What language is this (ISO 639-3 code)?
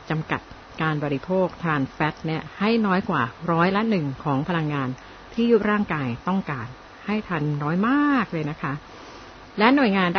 tha